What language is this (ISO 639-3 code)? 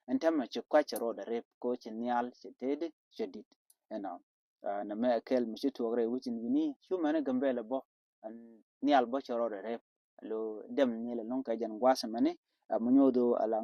nus